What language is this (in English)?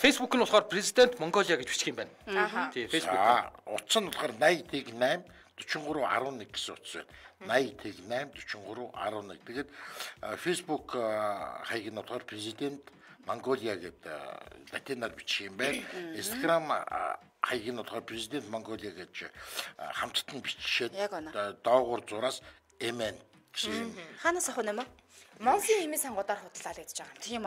Mongolian